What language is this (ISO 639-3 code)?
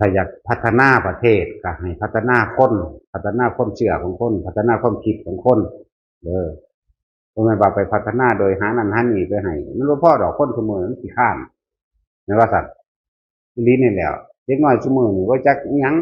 tts